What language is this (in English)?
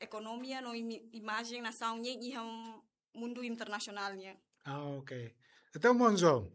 Tetum